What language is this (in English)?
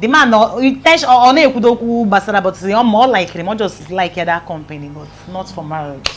Igbo